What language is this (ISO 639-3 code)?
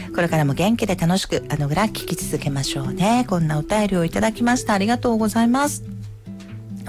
jpn